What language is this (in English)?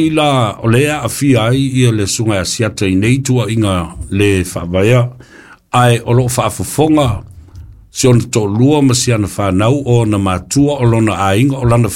Samoan